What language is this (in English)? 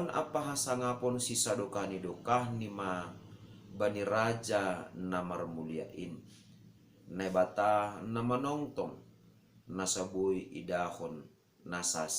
Batak Simalungun